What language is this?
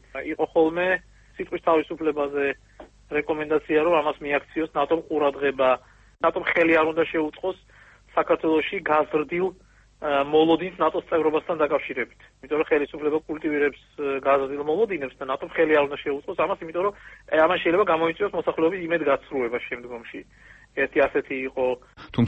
Georgian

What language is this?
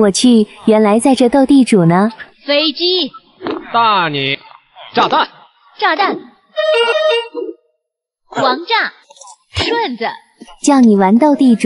Chinese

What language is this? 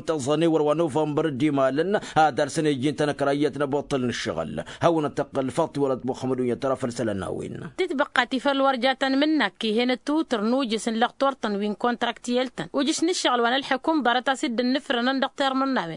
Tamasheq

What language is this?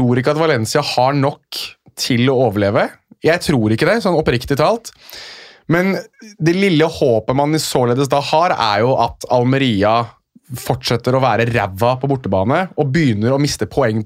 Norwegian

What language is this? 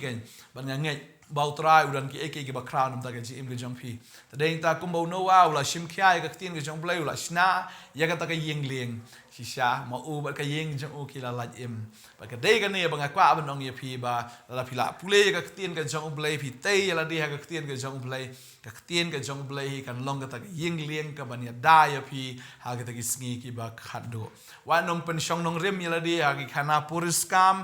Khasi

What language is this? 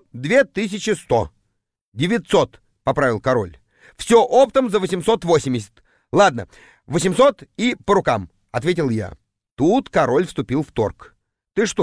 Russian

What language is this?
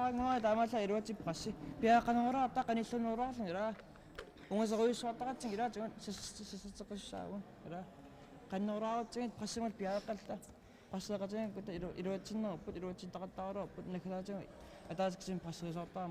Kalaallisut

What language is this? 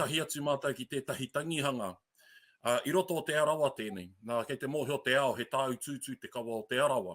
Māori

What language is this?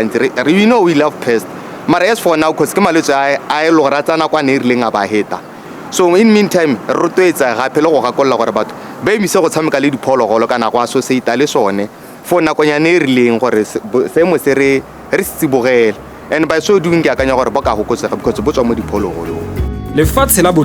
Tswana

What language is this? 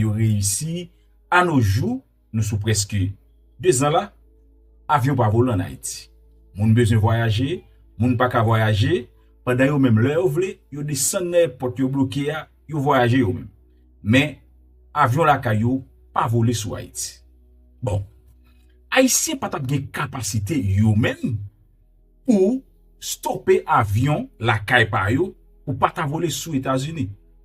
Haitian Creole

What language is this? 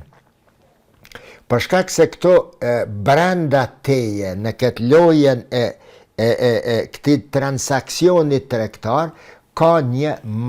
Albanian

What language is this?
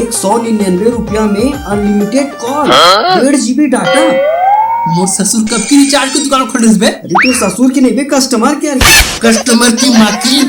Chhattisgarhi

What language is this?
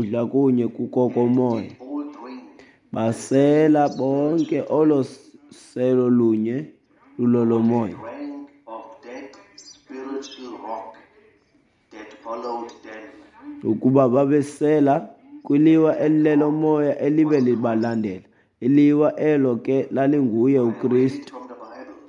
Xhosa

